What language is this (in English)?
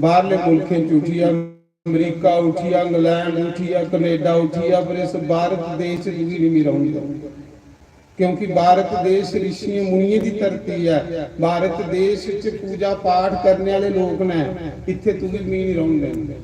Dogri